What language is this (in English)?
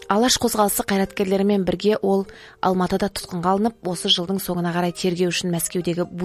Kazakh